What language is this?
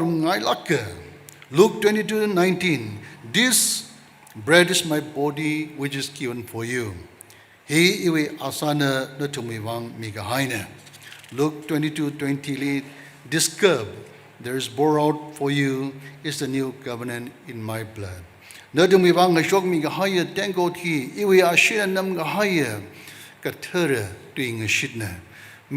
Tangkhul Naga (India)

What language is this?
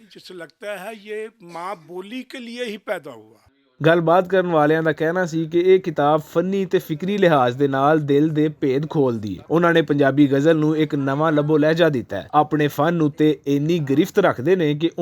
Western Panjabi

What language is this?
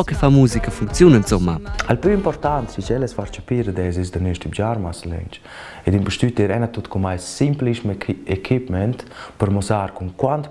Romansh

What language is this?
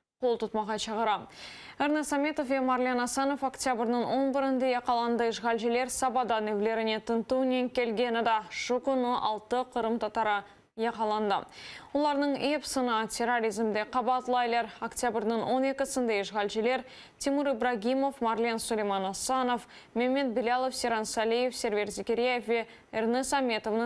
Crimean Tatar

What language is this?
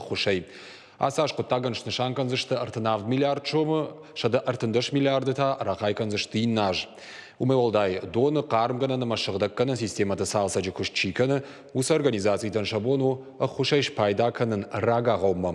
Ossetic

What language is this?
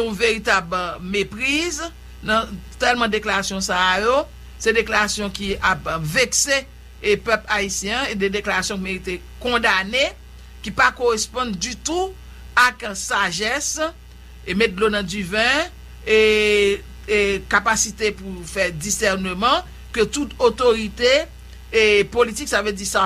Haitian Creole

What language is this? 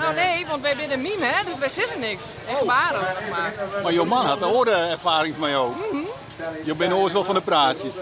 Western Frisian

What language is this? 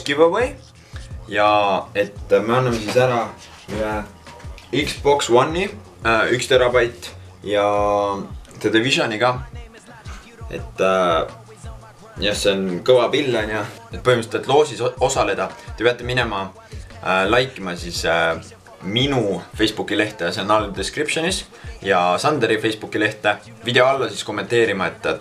Estonian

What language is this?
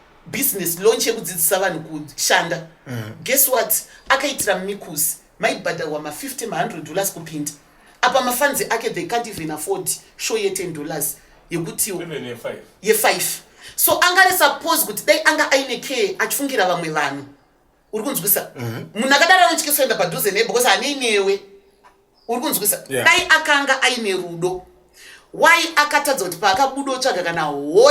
Shona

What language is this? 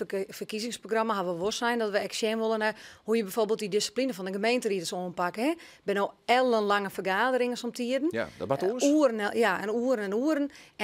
Western Frisian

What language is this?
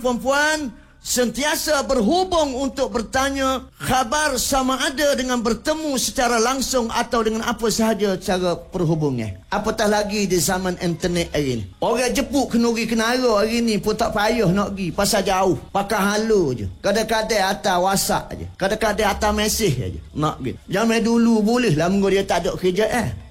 Malay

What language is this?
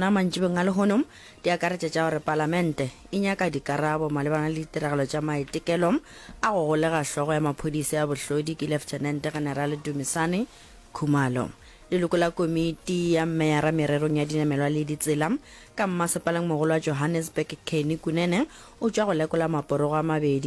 Northern Sotho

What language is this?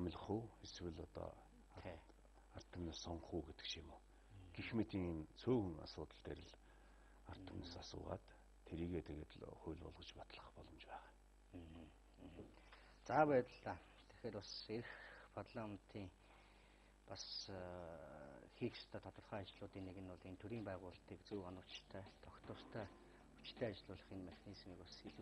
Mongolian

